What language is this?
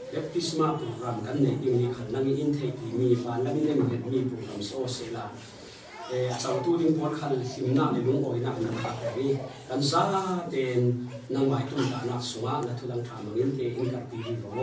Falam Chin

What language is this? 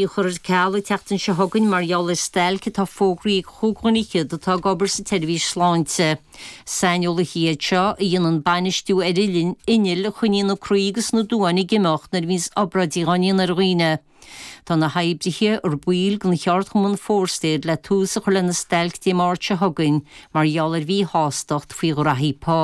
Irish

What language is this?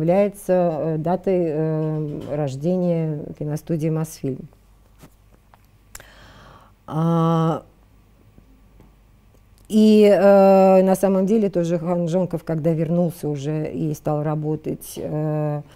Russian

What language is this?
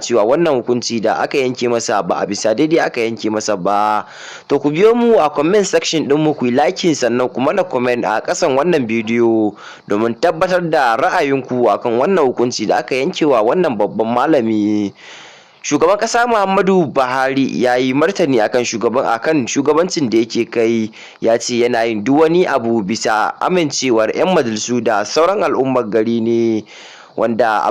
Hausa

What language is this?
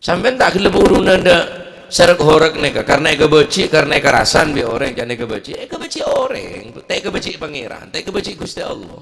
Madurese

